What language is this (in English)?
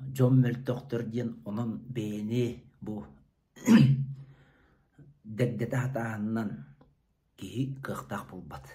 Yakut